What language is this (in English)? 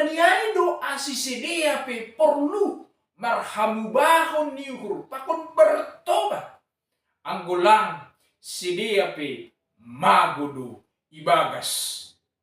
Batak Simalungun